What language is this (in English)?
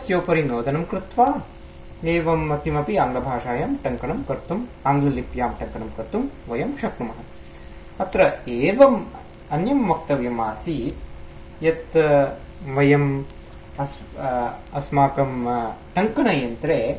Sanskrit